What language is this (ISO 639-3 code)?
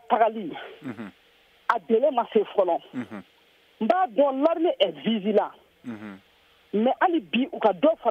bam